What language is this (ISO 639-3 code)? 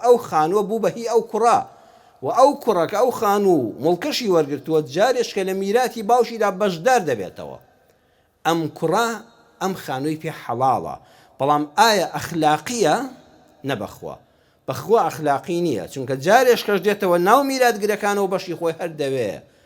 ckb